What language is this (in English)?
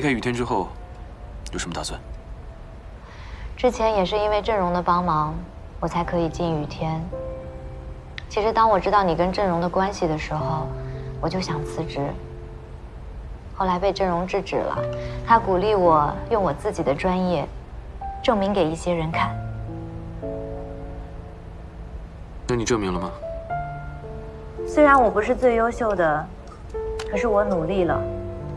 Chinese